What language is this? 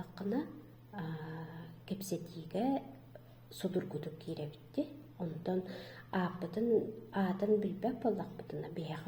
Yakut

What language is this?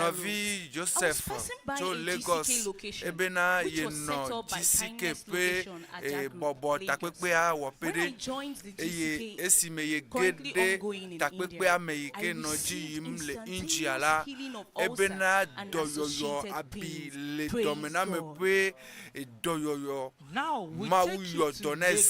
Ewe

